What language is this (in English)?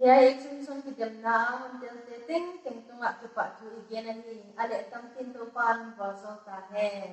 Paite Chin